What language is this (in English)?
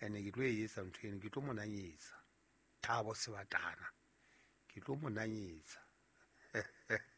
Southern Sotho